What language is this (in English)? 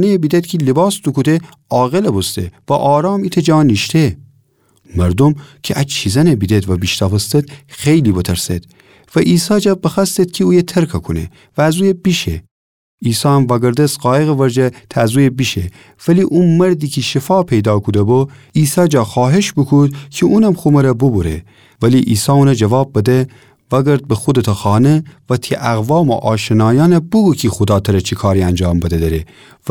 Gilaki